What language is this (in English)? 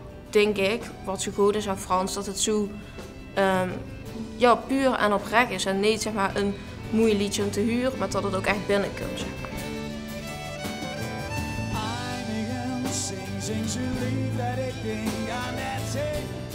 Dutch